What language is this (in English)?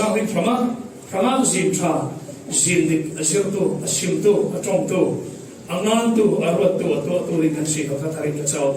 Falam Chin